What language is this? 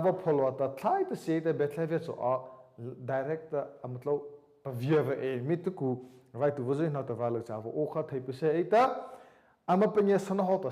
Mara Chin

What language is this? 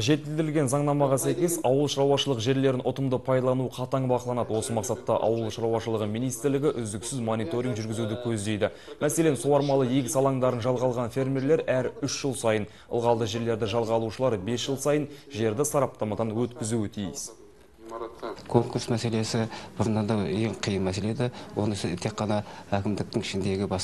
Kazakh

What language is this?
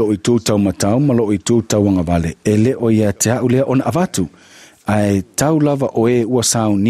Samoan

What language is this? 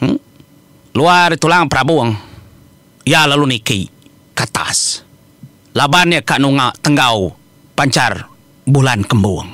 Iban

